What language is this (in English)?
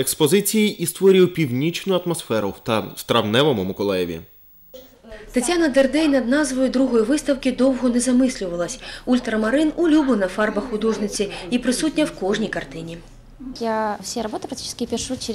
Ukrainian